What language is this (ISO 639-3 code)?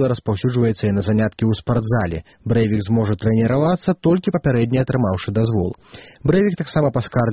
bel